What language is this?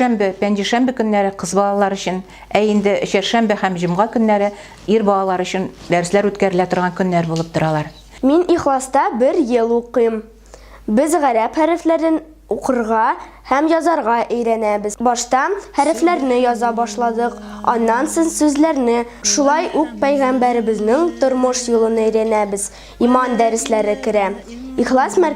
Tatar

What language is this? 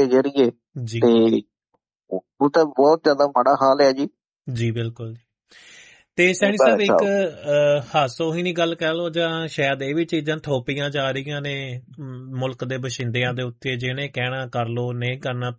Punjabi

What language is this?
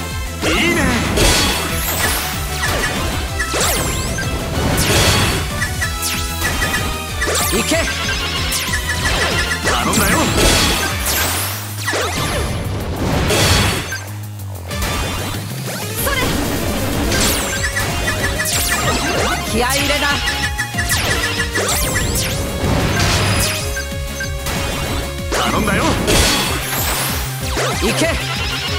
Japanese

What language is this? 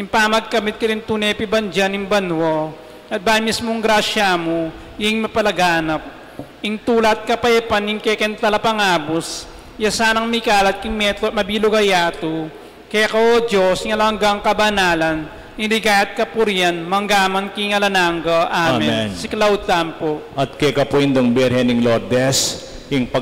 Pampanga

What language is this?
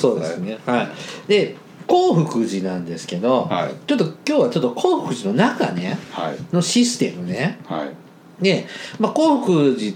Japanese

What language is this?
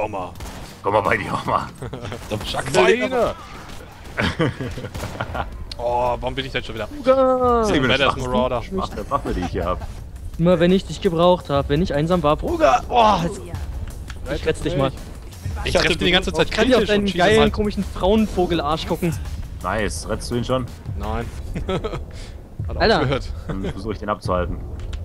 German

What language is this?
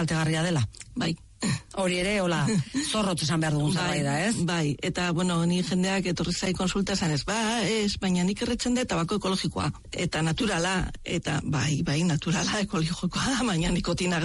Basque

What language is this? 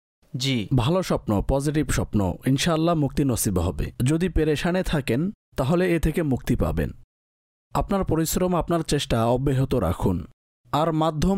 Bangla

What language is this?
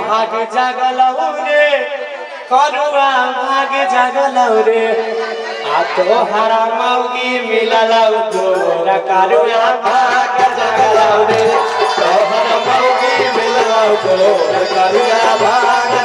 Maithili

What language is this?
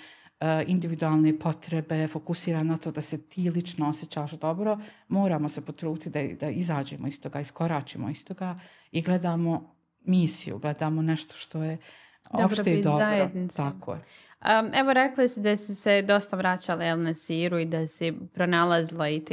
Bosnian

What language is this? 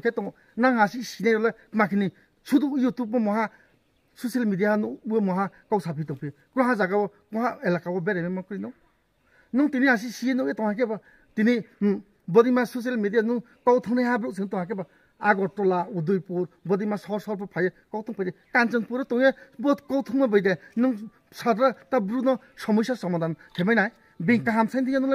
Riang (India)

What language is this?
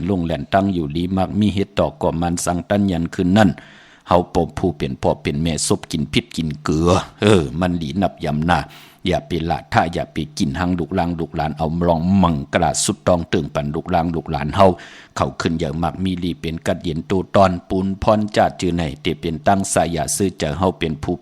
Shan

